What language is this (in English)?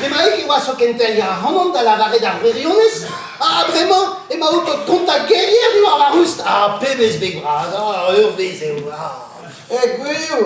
Breton